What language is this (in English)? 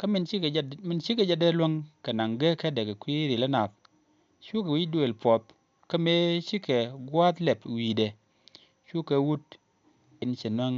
Nuer